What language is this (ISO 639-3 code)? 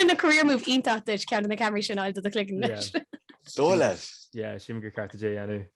gle